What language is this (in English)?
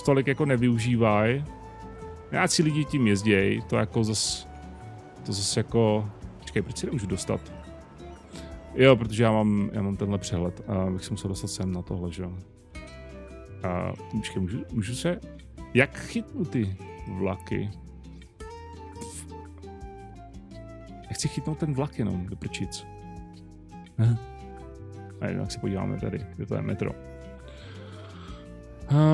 Czech